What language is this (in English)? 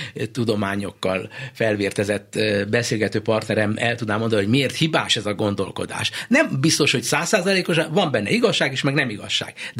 Hungarian